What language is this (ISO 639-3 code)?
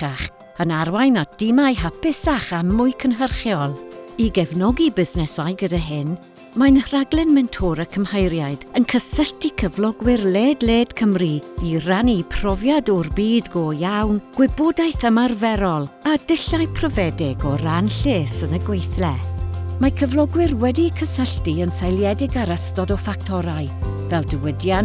cym